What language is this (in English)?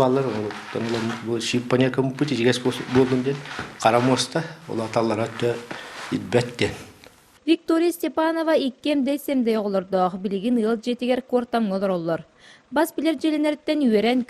Yakut